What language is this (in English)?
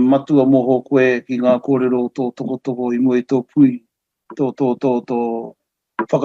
Māori